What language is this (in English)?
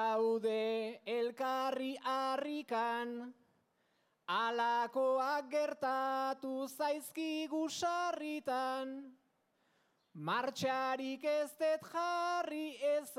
Basque